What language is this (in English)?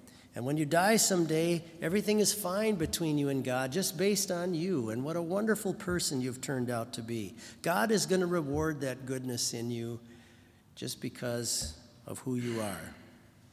English